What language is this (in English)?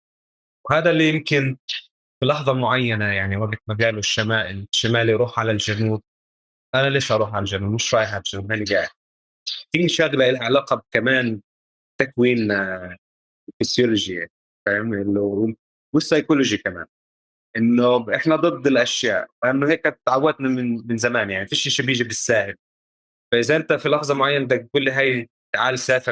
North Levantine Arabic